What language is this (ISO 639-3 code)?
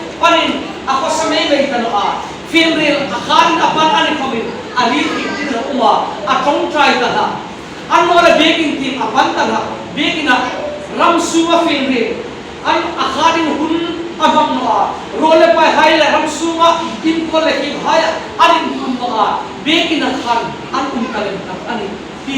hmr